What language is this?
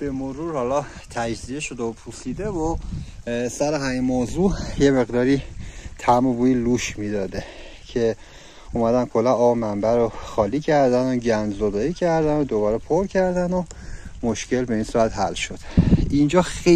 Persian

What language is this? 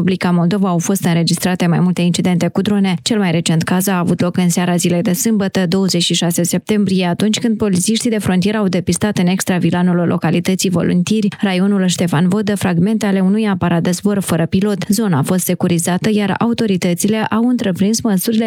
Romanian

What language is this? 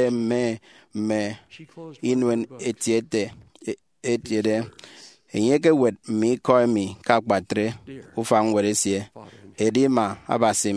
Efik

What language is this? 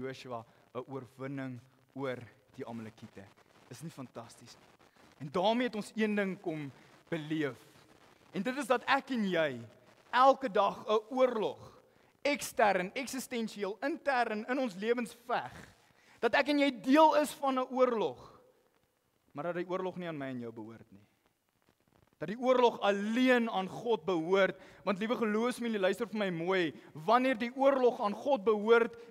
Afrikaans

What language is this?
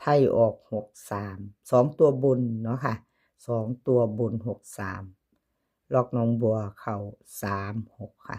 Northeastern Thai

